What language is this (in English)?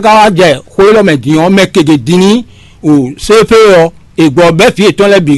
Fon